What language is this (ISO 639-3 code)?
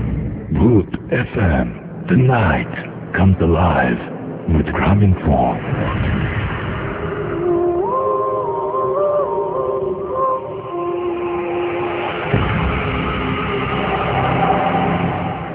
ben